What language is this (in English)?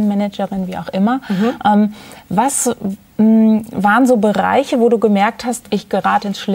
German